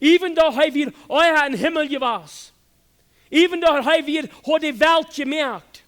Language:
Plautdietsch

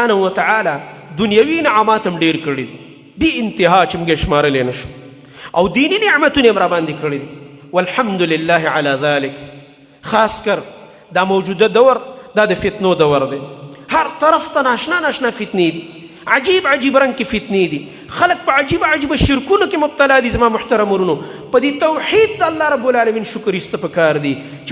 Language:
Pashto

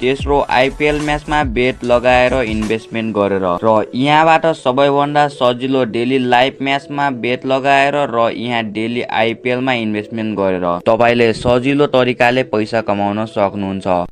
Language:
Nepali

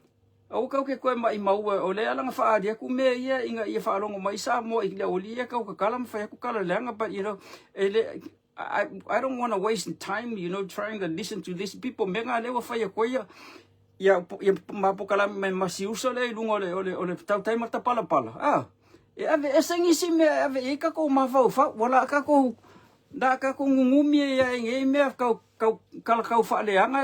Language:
Samoan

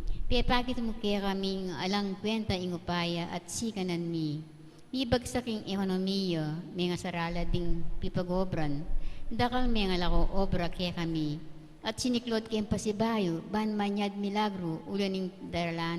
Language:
Pampanga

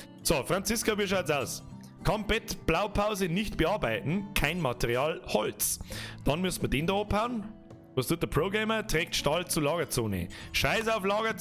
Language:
Bavarian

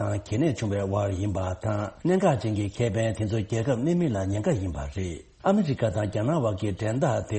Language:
Tibetan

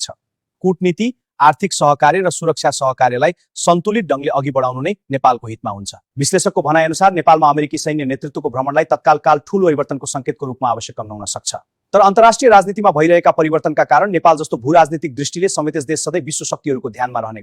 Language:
Nepali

